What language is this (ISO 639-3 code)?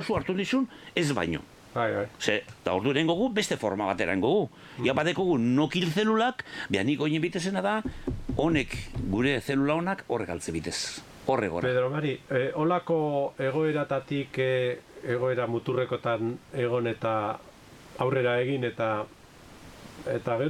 eus